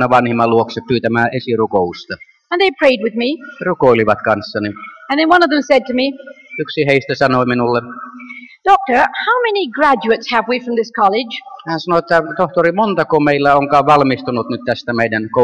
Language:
Finnish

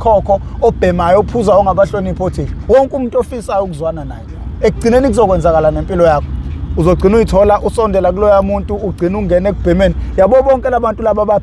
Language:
Zulu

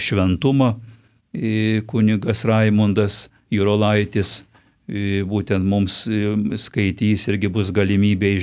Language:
Lithuanian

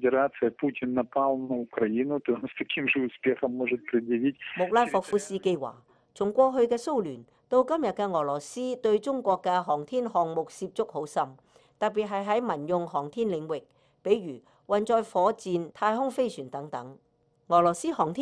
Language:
Cantonese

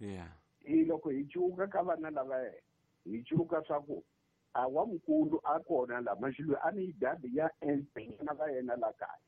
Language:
Tsonga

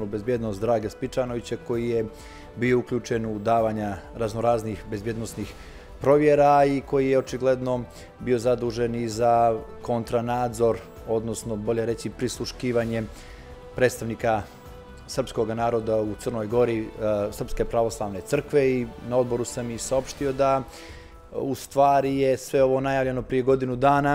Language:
Serbian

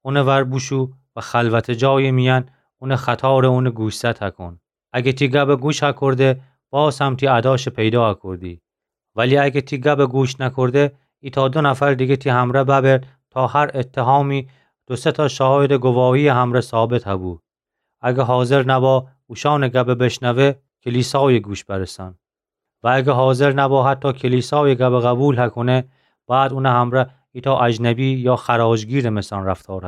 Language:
Gilaki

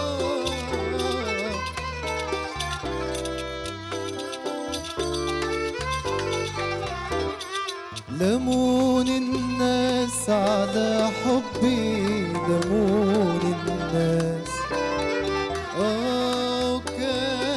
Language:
Egyptian Arabic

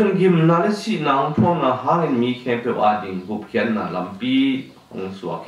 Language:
Tedim Chin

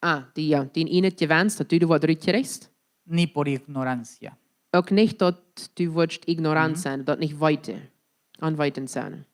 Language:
Plautdietsch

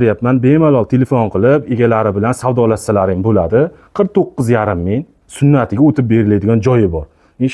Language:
Uzbek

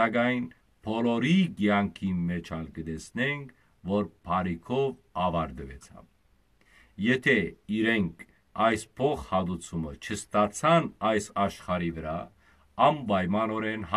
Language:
Western Armenian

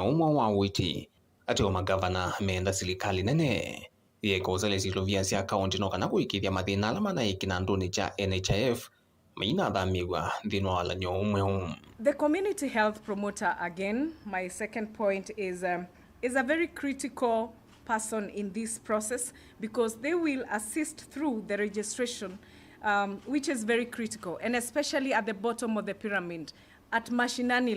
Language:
Kamba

